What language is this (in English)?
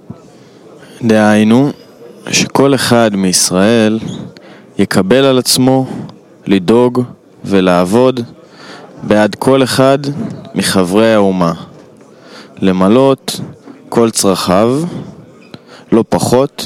Hebrew